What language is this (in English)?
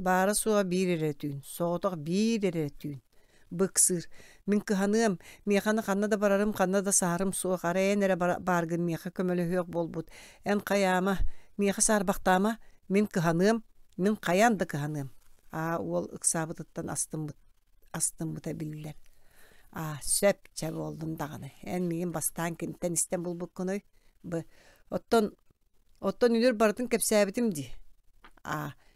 Yakut